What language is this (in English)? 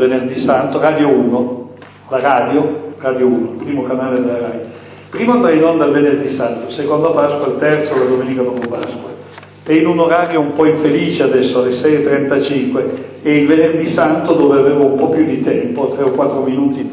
Italian